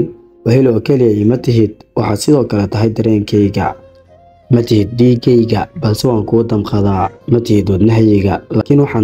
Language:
Somali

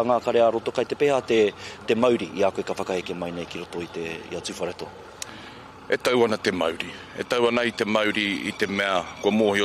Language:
Māori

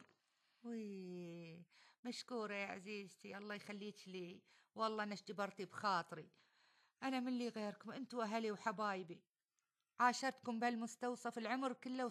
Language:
Gulf Arabic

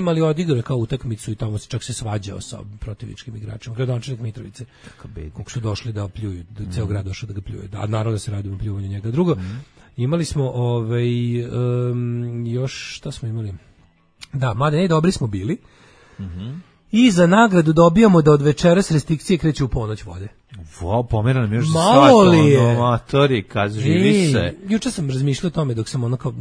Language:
Serbian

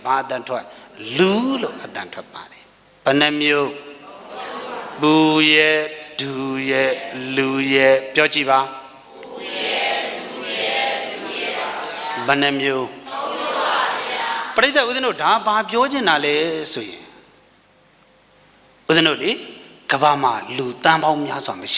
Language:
Burmese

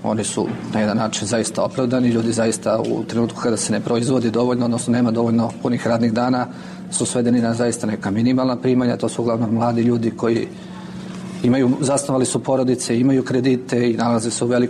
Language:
Serbian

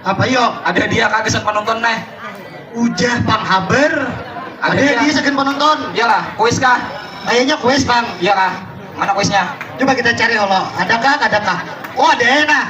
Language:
Banjar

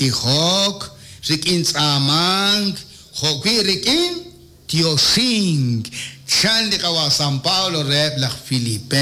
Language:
Kekchí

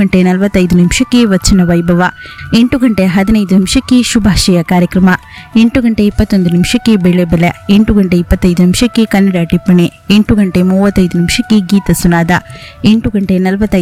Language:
Kannada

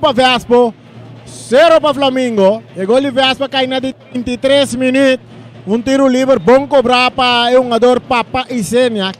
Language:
Papiamento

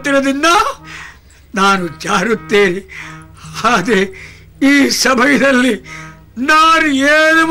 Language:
Kannada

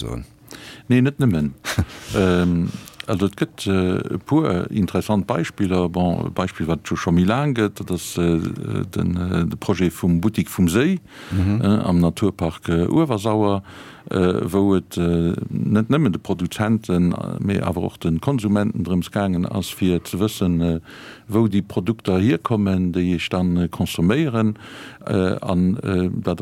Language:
Luxembourgish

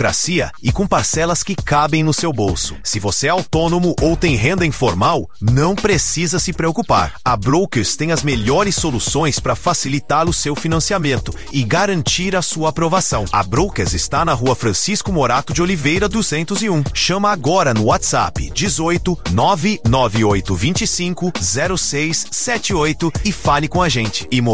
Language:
Portuguese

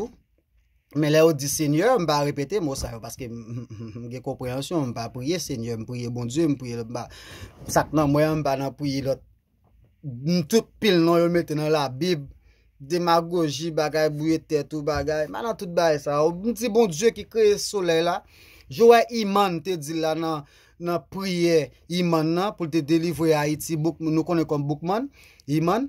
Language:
Haitian Creole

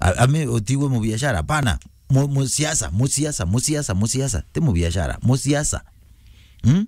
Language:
Meru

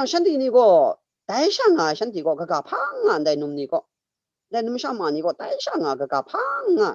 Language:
Kachin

